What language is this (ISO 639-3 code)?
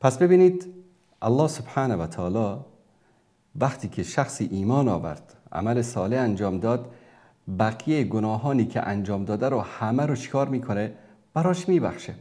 fas